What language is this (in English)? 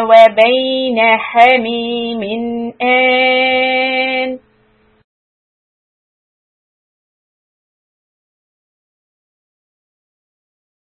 Arabic